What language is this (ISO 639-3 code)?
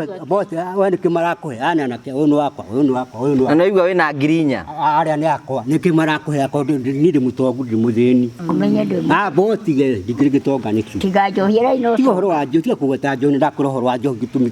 kik